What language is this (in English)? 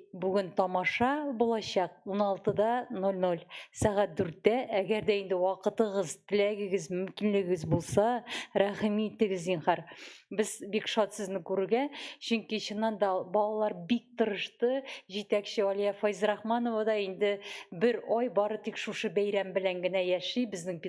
Tatar